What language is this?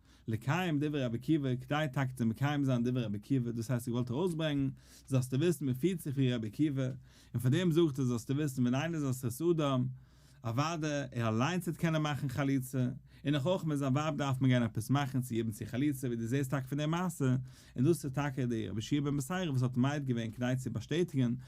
Yiddish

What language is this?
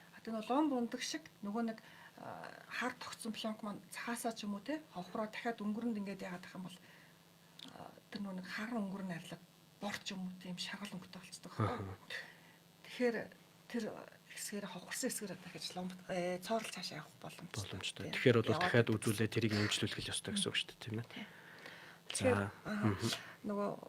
Mongolian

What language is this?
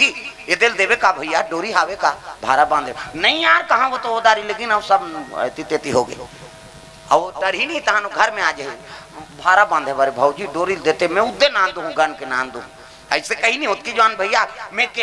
Chhattisgarhi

